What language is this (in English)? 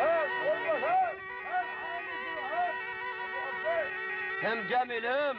Kurdish